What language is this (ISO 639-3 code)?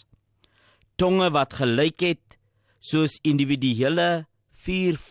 afr